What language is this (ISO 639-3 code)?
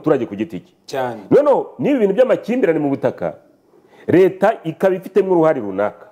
kin